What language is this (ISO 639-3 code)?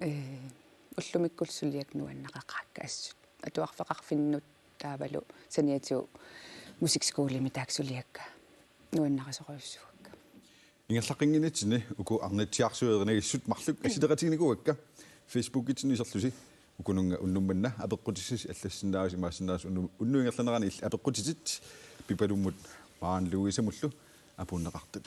kal